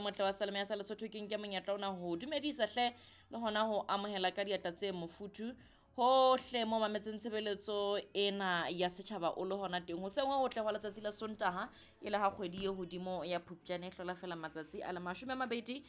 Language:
Southern Sotho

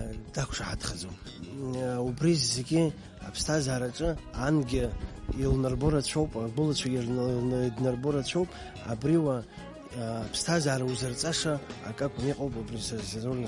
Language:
Abkhazian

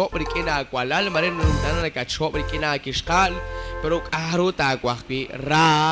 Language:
Kekchí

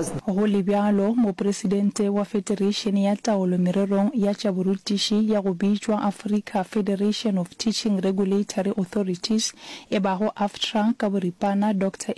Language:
Northern Sotho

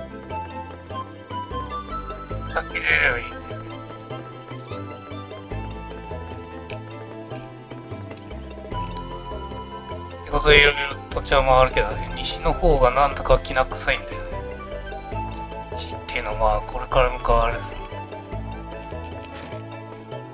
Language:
Japanese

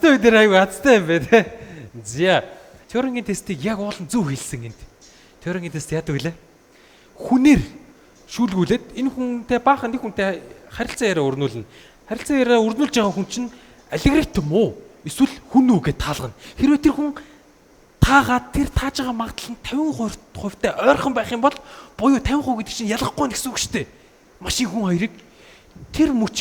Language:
Mongolian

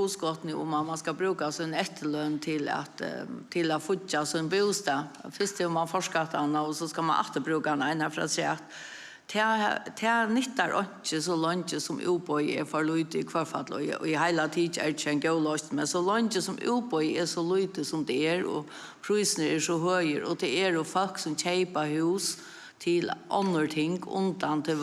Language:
Faroese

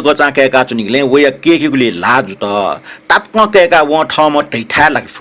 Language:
Newari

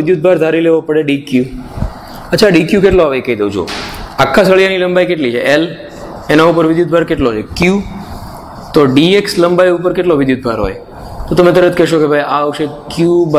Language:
Gujarati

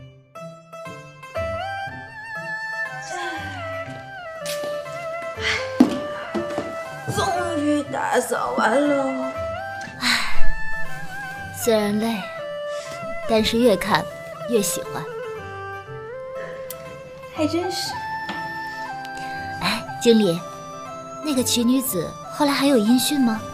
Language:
Chinese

